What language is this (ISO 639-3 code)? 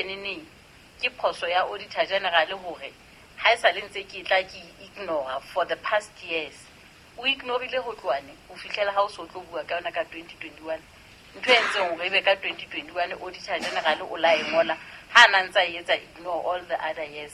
sot